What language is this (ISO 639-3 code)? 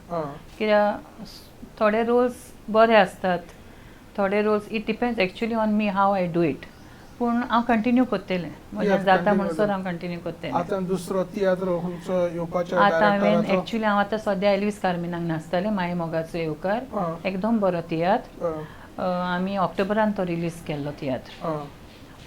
kok